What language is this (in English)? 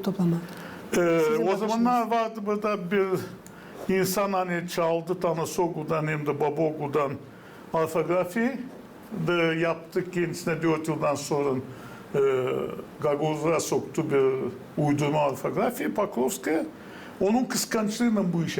Gagauz